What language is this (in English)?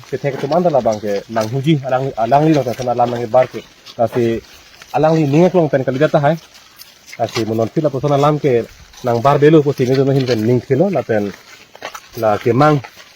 Karbi